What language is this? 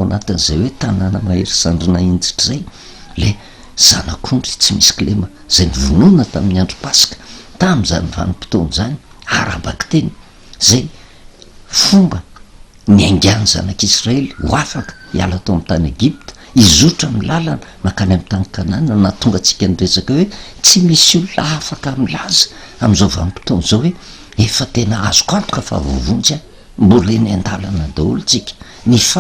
Malagasy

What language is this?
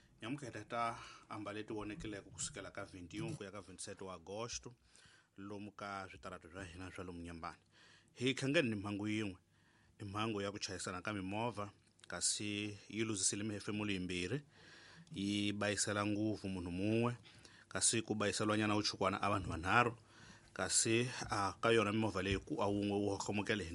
Tsonga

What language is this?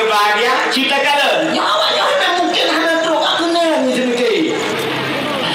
Achinese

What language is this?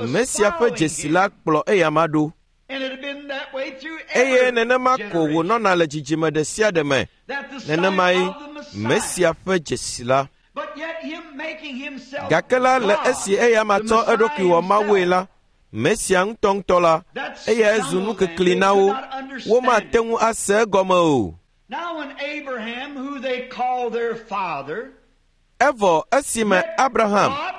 Ewe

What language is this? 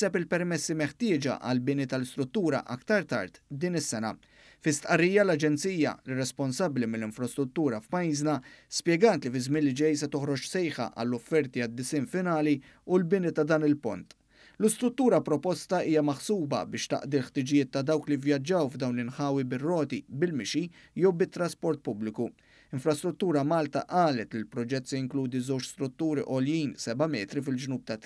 Maltese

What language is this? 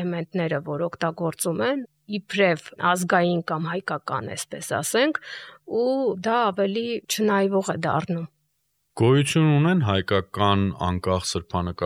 Armenian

